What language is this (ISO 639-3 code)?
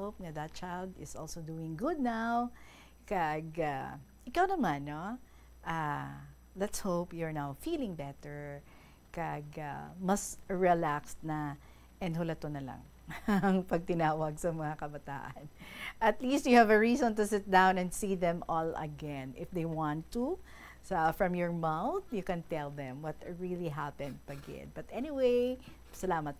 hil